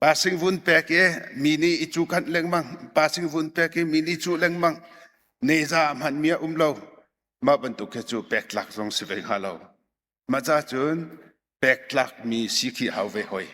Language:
Hakha Chin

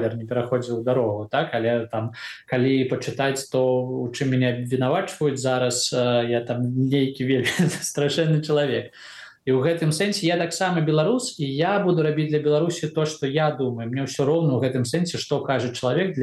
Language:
Belarusian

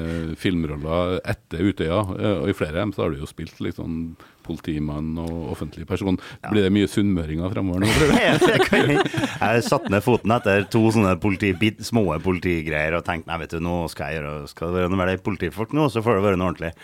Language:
Norwegian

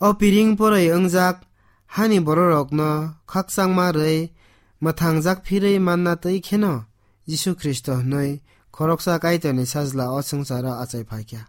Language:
Kok Borok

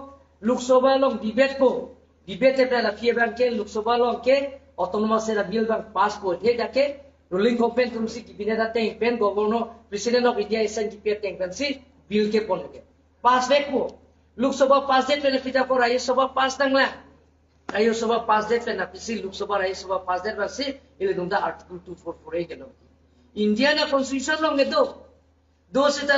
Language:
Karbi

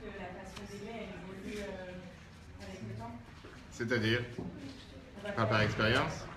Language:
French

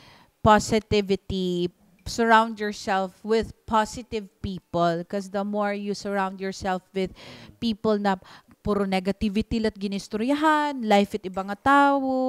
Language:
Waray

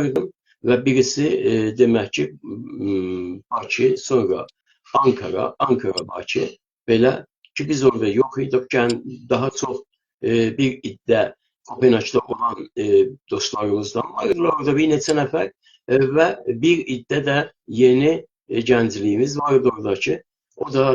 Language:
South Azerbaijani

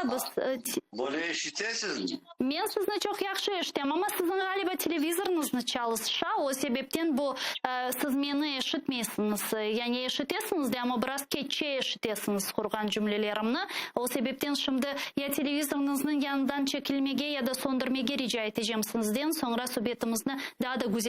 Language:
Crimean Tatar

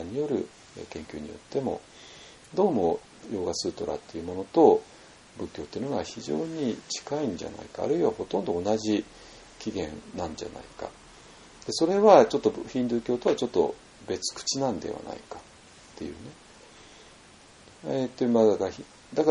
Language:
Japanese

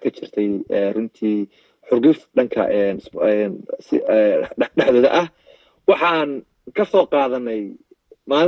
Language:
Somali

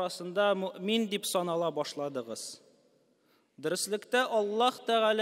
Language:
Tatar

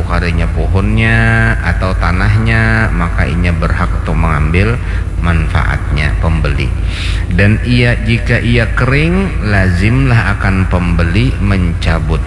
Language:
Banjar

